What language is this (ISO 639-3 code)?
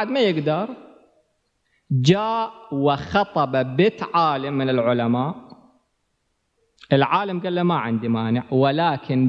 ara